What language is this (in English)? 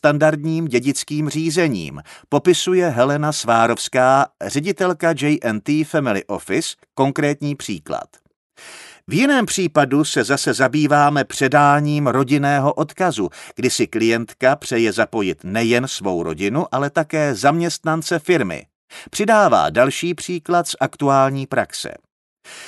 Czech